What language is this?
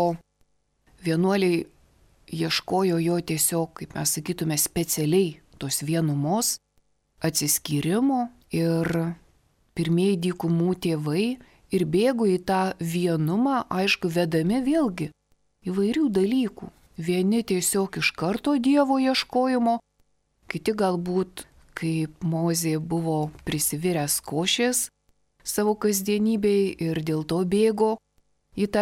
Lithuanian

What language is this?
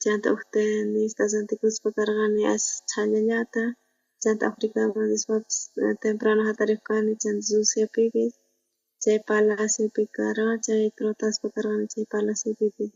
South Bolivian Quechua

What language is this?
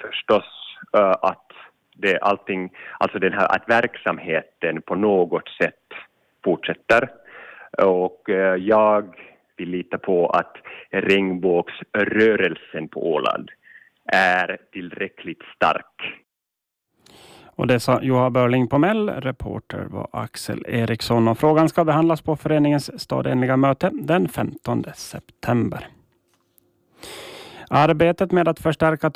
Swedish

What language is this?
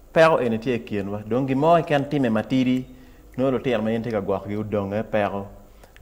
Acoli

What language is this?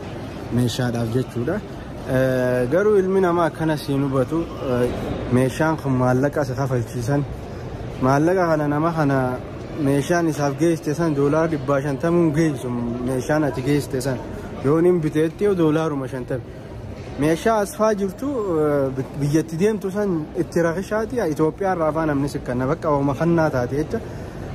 Oromo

